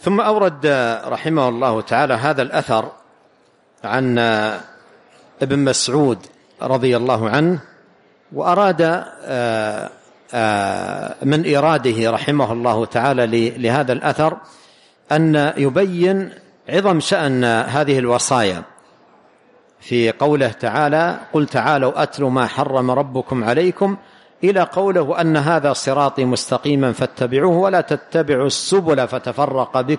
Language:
Arabic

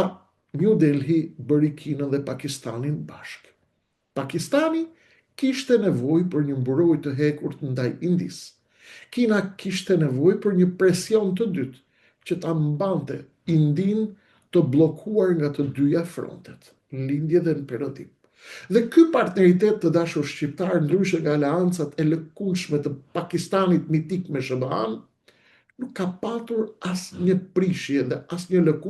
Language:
Albanian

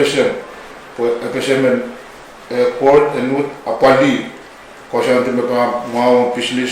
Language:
Pohnpeian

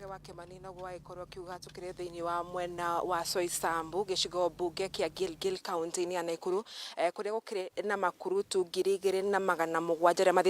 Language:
Kikuyu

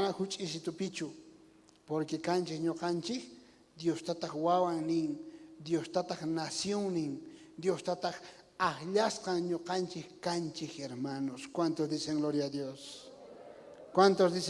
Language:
South Bolivian Quechua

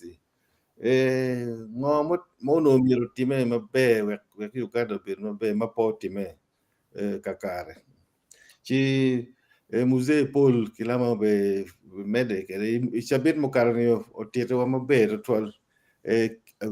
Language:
Acoli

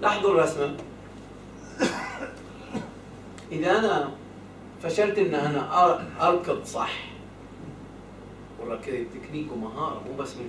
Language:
Arabic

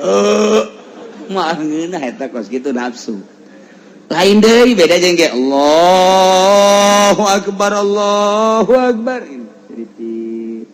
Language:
Sundanese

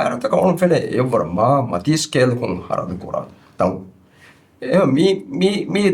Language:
Divehi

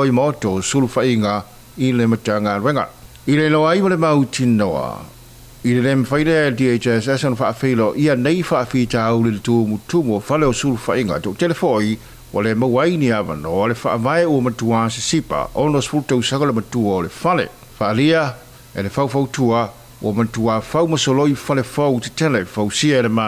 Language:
Samoan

